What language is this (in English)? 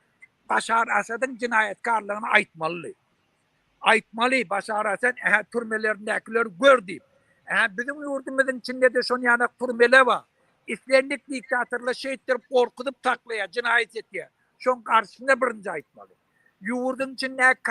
Turkmen